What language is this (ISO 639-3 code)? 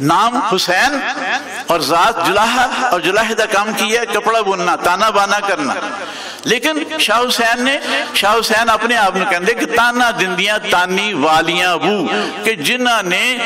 lah